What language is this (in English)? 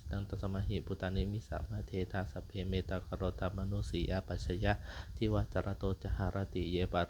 Pali